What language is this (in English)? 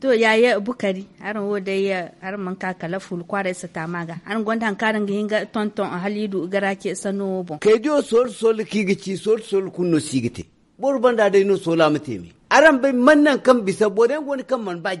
Zarma